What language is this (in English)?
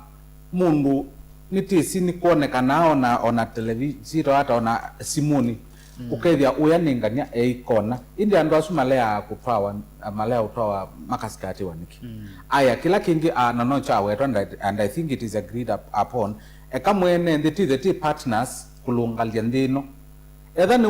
Kamba